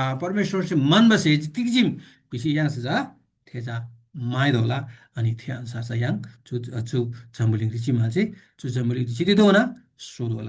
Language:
Eastern Tamang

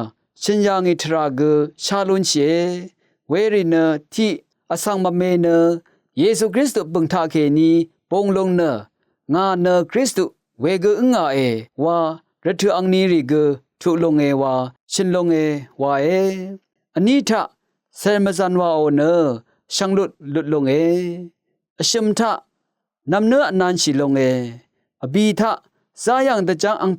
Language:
Rawang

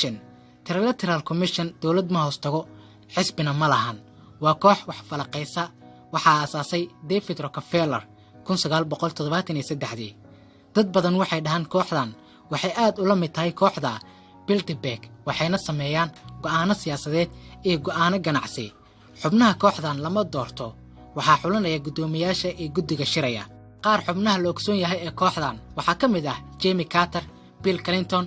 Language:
Somali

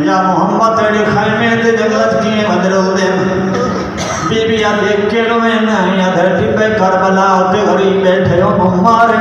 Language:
Saraiki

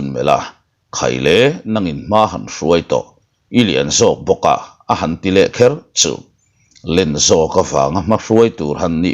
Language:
Mizo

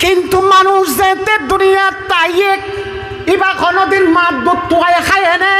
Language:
Rohingya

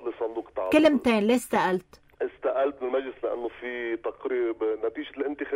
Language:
North Levantine Arabic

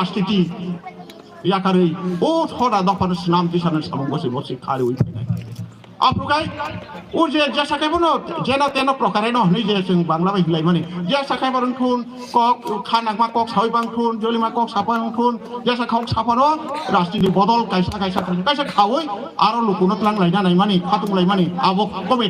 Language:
Kok Borok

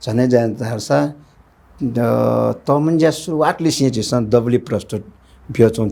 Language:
Newari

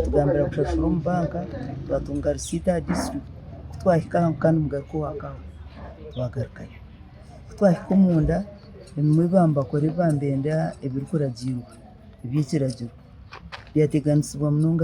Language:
Nyankole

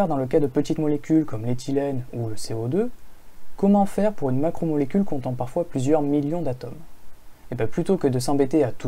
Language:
French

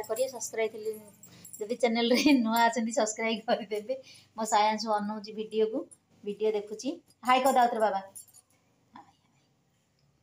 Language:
Odia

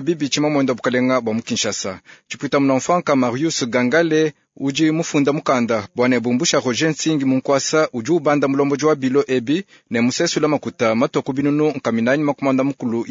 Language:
Luba-Lulua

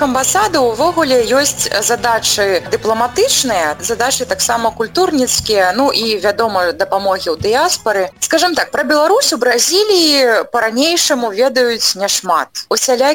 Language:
Belarusian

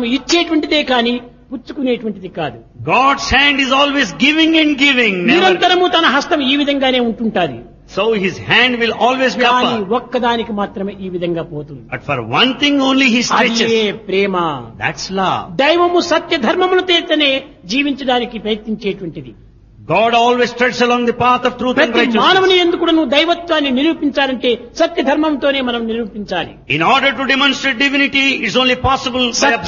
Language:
Telugu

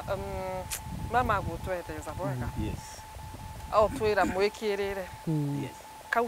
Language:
Meru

